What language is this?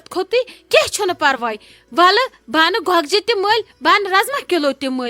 Kashmiri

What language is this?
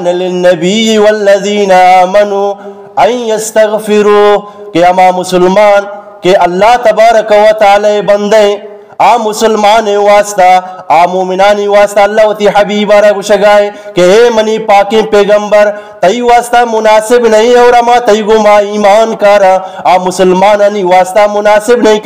Eastern Balochi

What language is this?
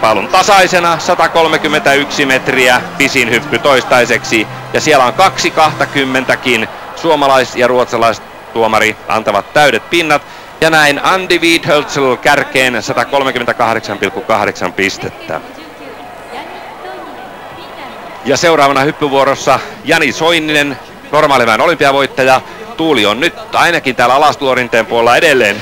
Finnish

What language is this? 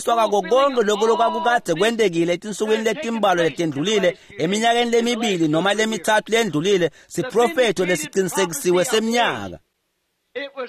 Swati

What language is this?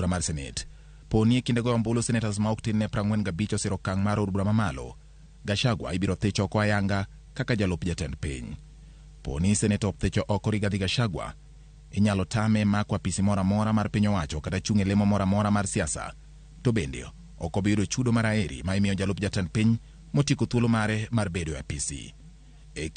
Luo (Kenya and Tanzania)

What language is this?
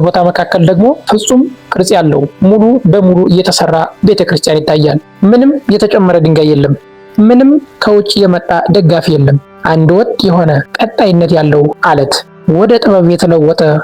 Amharic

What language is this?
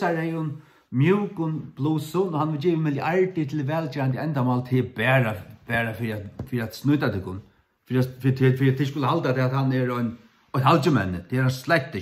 Faroese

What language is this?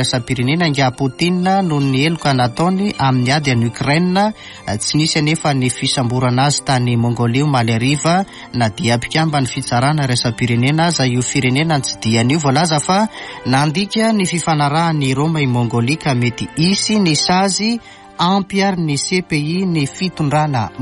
Malagasy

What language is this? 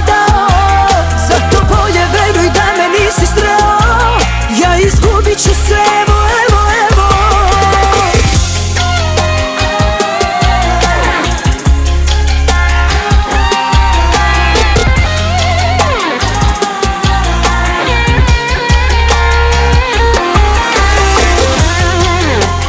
Croatian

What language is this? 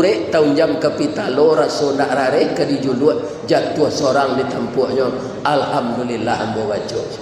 Minangkabau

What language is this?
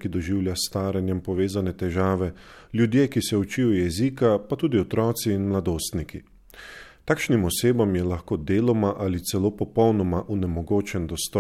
Slovenian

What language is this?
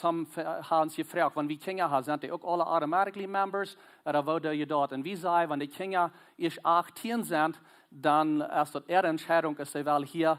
Plautdietsch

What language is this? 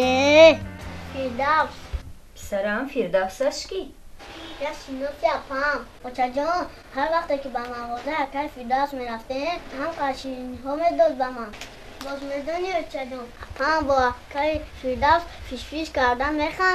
Tajik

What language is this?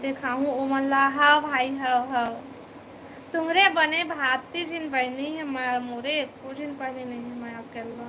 Chhattisgarhi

